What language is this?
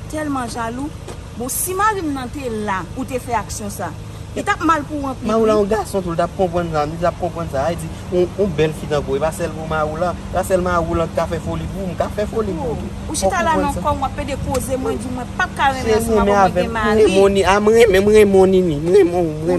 Haitian Creole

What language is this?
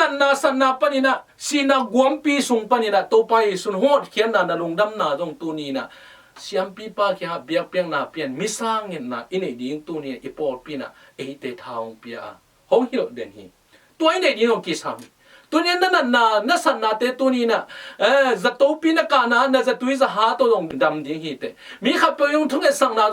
Tedim Chin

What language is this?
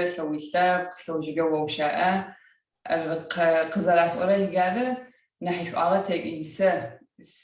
Adyghe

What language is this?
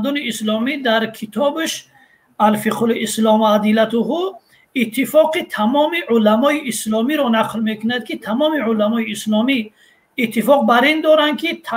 Tajik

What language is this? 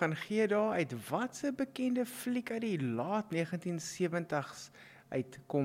Afrikaans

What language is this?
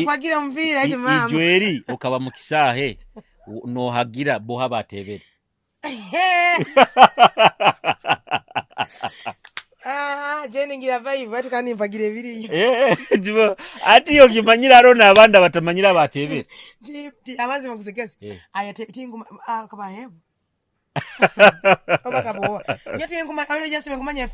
Nyoro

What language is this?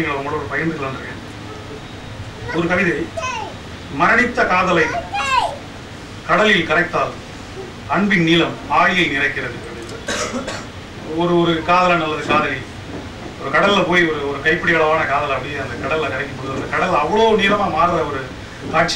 Tamil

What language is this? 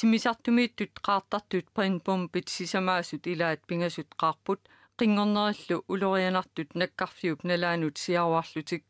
Kalaallisut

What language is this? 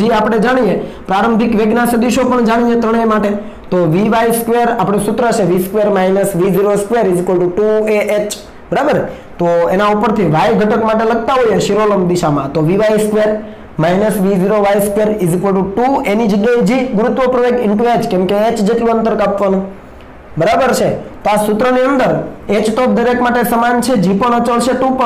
Gujarati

